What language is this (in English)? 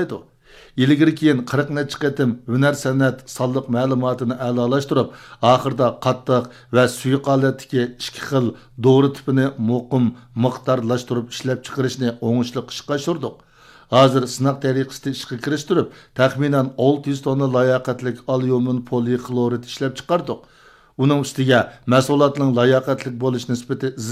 Uyghur